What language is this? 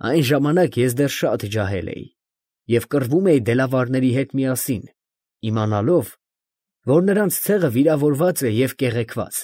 Armenian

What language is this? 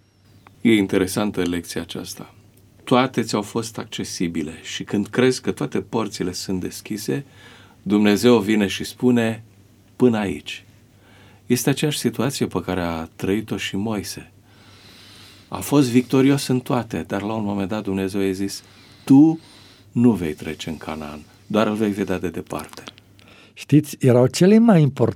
Romanian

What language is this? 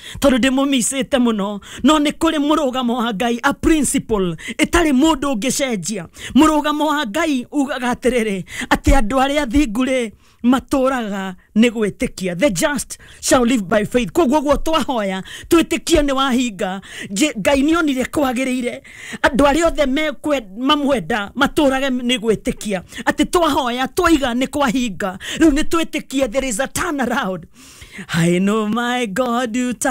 Kikuyu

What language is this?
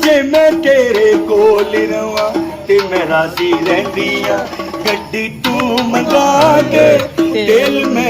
Pahari-Potwari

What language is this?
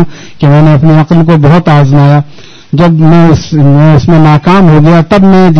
Urdu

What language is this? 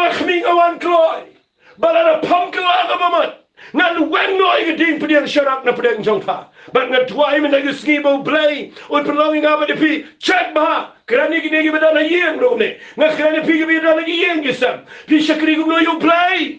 Khasi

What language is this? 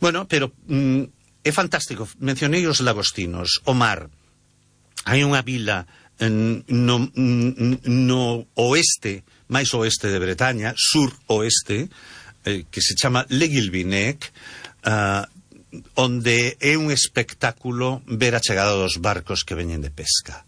Galician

